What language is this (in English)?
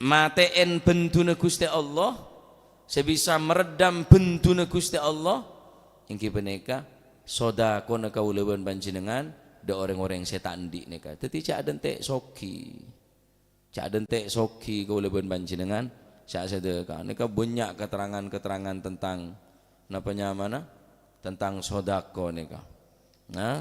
Madurese